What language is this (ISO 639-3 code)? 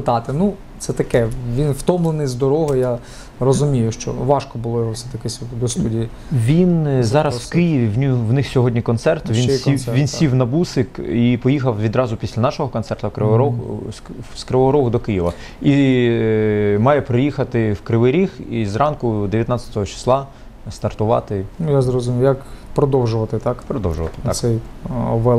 ukr